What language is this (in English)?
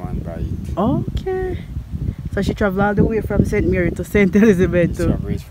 Jamaican Creole English